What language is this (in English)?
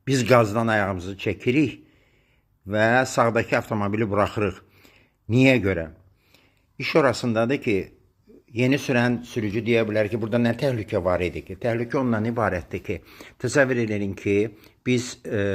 Azerbaijani